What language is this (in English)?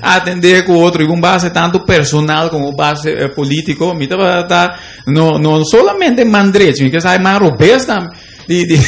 Papiamento